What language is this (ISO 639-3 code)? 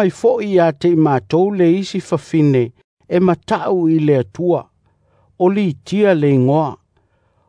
smo